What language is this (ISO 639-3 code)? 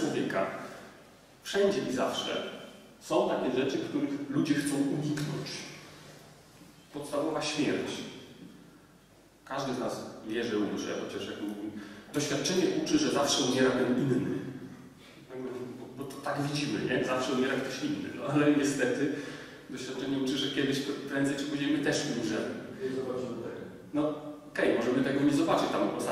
pol